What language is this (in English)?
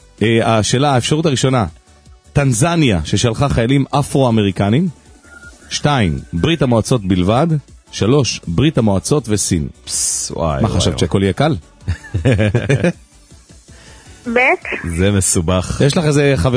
Hebrew